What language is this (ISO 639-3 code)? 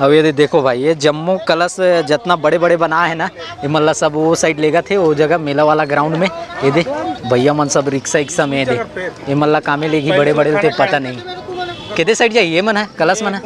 hne